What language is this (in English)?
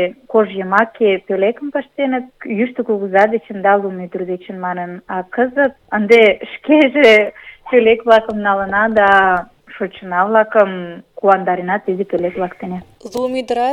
Mari